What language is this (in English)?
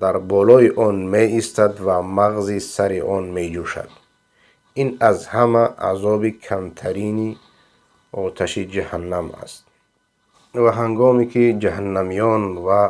Persian